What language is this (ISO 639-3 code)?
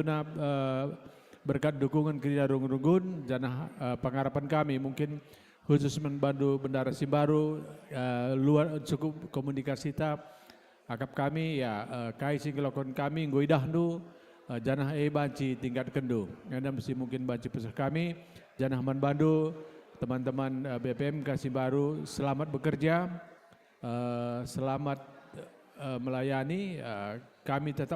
btx